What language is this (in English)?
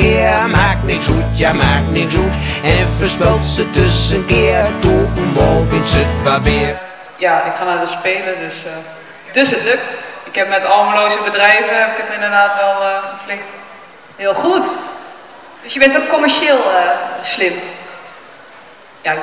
Dutch